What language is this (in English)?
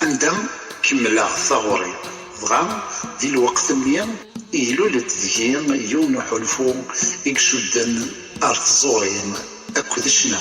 Kabyle